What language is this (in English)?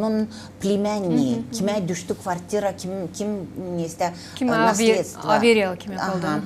Gagauz